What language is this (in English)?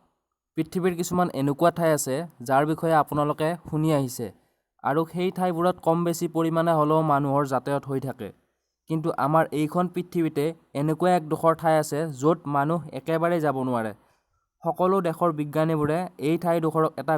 Assamese